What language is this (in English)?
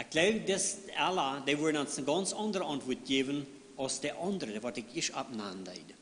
Plautdietsch